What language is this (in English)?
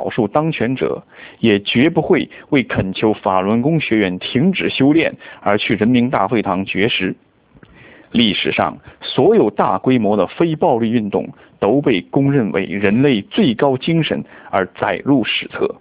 Chinese